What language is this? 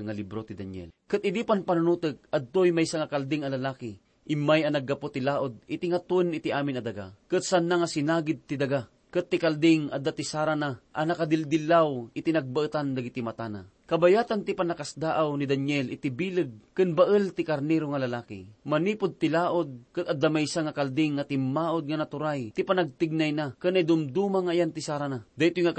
Iloko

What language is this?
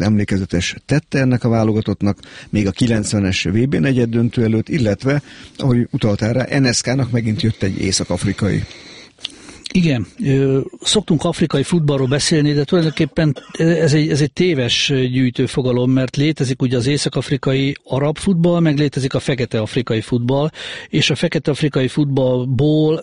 Hungarian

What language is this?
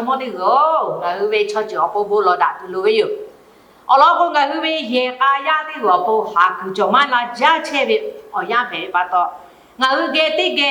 Lahu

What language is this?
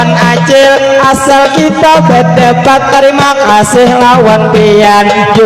Banjar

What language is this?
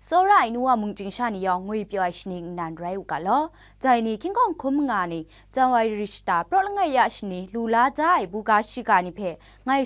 Kachin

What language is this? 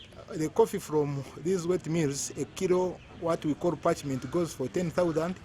Nyankole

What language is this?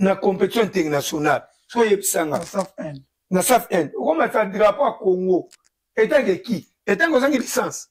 Lingala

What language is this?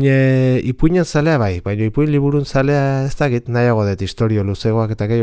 Basque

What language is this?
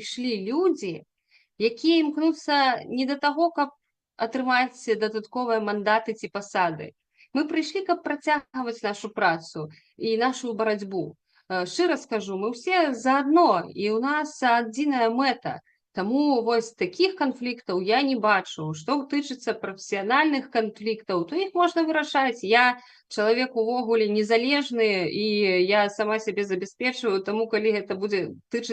Belarusian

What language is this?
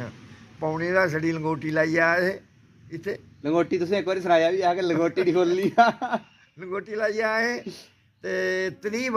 Dogri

